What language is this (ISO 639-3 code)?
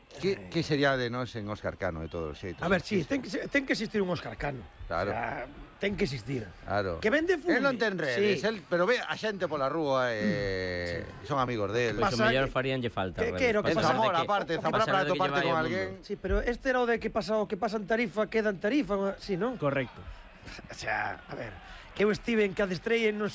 glg